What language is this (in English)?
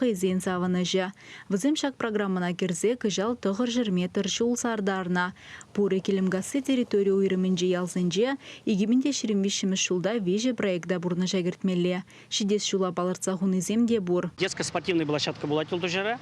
Chuvash